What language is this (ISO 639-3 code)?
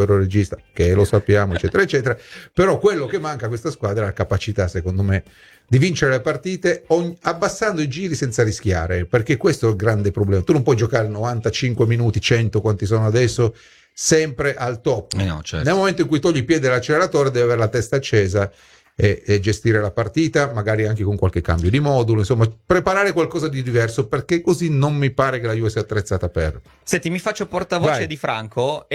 ita